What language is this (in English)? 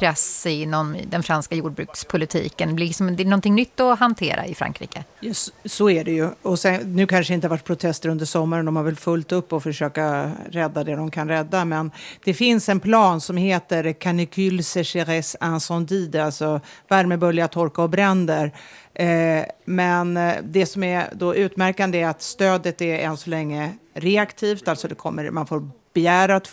Swedish